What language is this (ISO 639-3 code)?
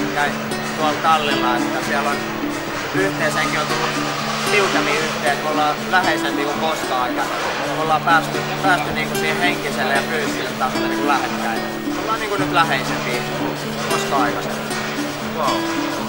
fin